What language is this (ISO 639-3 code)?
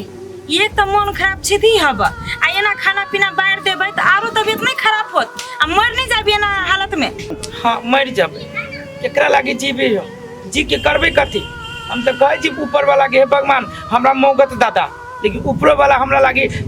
mai